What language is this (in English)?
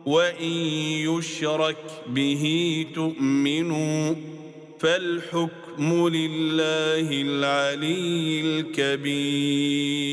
Arabic